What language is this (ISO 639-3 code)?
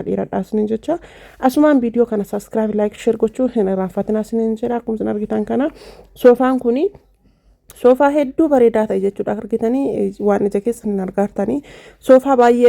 orm